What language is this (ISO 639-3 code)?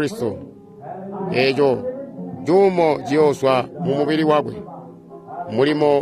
toi